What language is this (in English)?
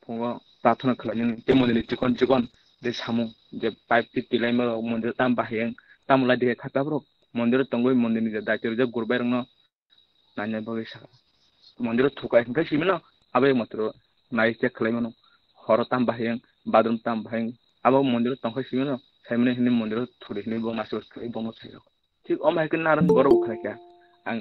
Kok Borok